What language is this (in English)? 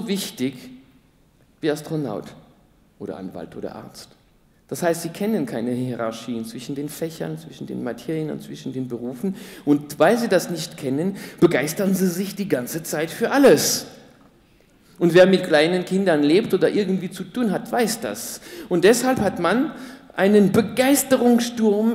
German